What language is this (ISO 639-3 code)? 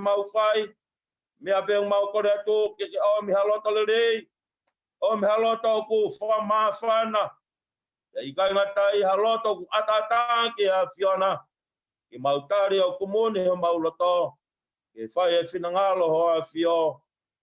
ton